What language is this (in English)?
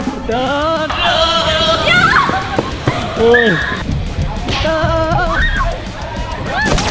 Thai